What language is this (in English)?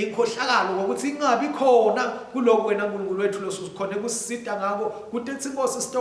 Swati